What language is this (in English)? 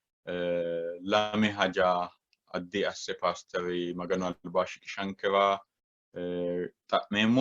Sidamo